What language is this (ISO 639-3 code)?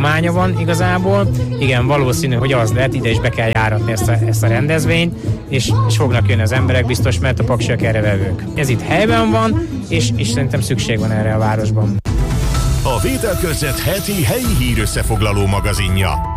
hun